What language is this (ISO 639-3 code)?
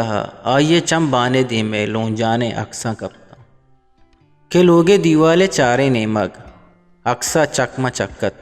bgp